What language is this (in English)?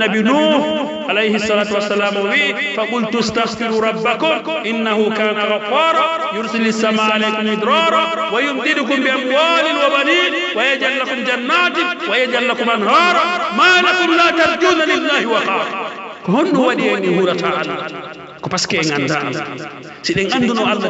Pular